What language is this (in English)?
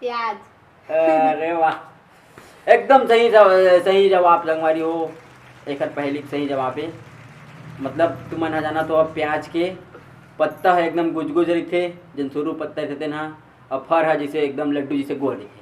Chhattisgarhi